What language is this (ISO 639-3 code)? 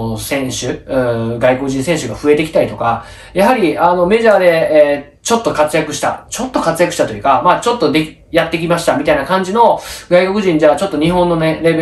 jpn